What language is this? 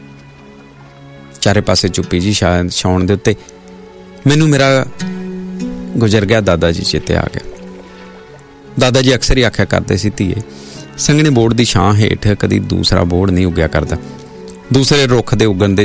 Punjabi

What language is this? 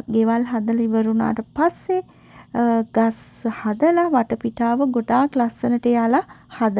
Sinhala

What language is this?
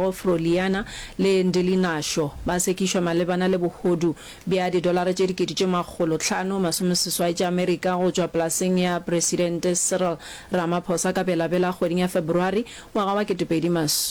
Northern Sotho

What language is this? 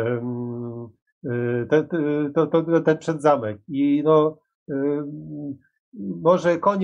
Polish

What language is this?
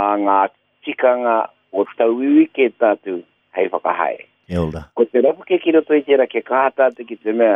Māori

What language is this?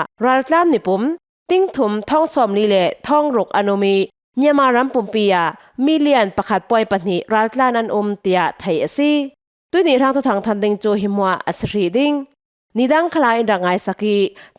Falam Chin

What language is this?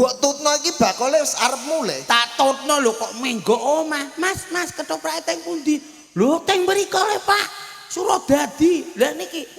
Javanese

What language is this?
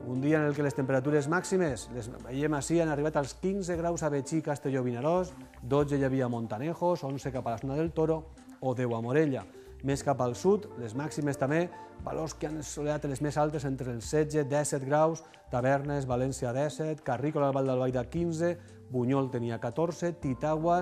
Catalan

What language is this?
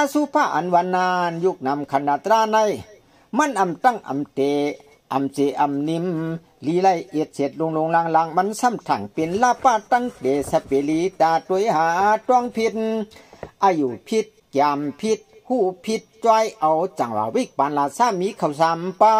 Shan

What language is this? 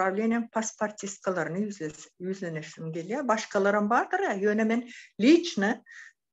Turkmen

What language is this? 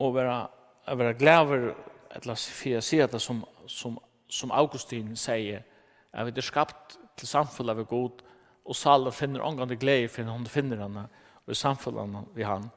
Faroese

